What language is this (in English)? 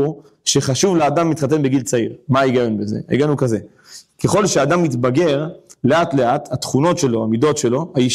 Hebrew